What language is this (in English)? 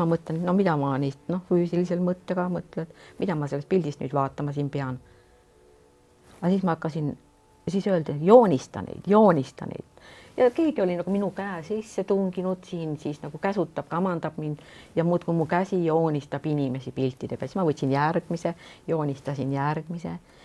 Estonian